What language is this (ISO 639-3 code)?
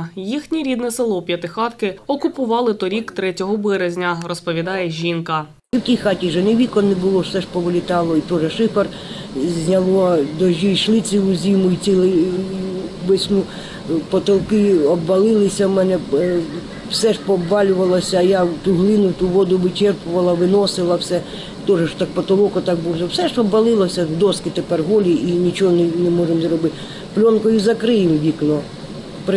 ukr